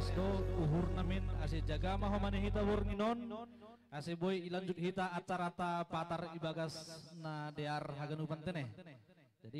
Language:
Batak Simalungun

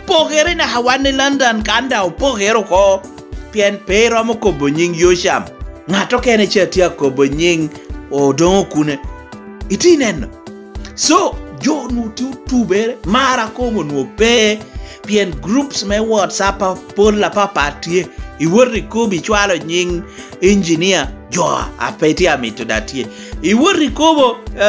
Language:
Lango (Uganda)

